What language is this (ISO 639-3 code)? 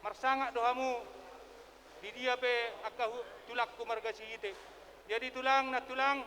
bbc